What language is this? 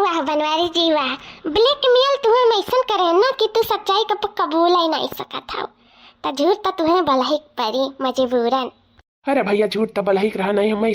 Awadhi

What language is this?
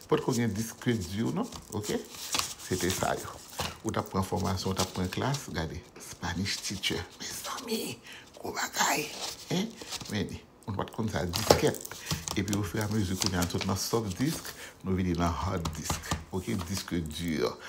Haitian Creole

